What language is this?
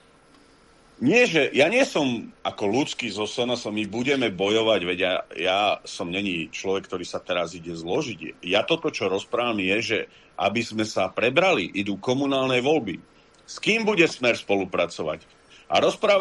Slovak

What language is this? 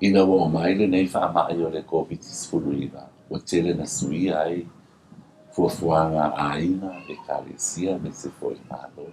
Samoan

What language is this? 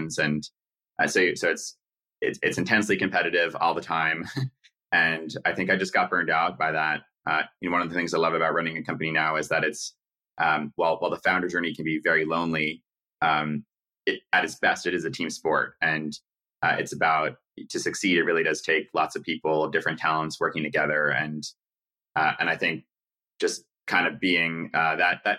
English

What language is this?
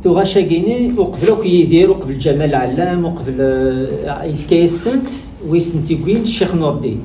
Kabyle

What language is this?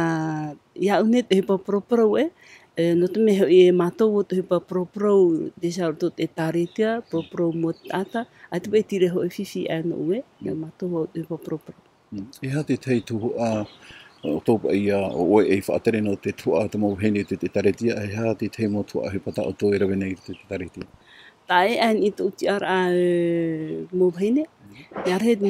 Tahitian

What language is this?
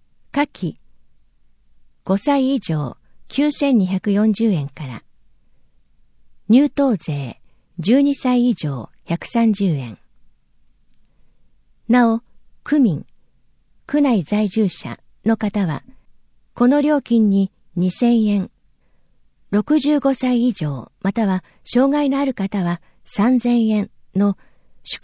Japanese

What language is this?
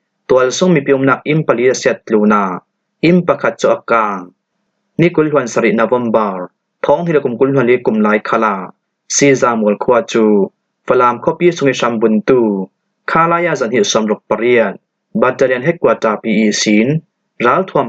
Falam Chin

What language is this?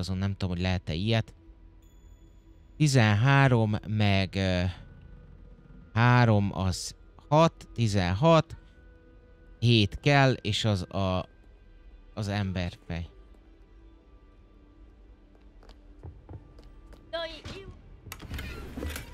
Hungarian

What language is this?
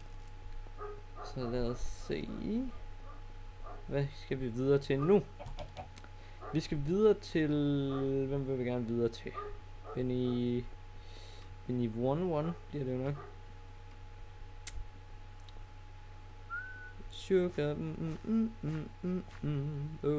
Danish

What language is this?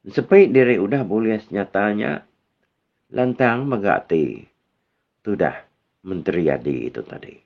Iban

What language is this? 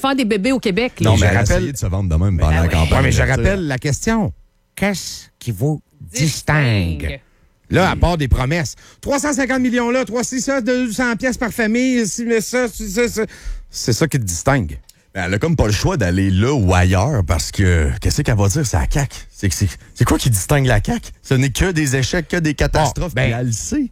French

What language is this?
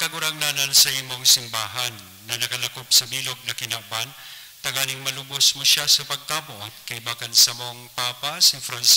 Bikol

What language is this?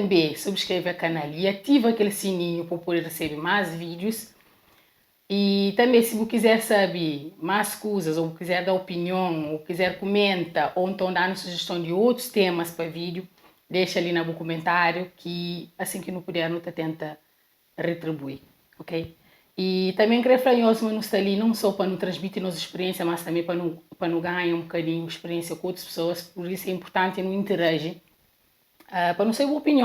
Kabuverdianu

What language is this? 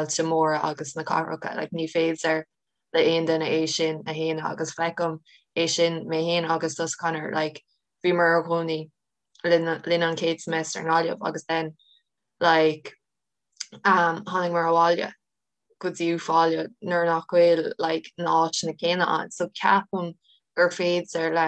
Irish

